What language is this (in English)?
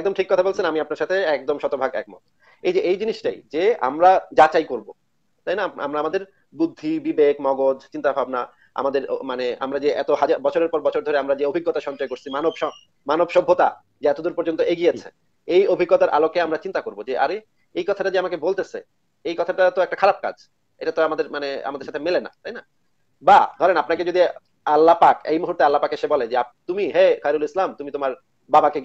Bangla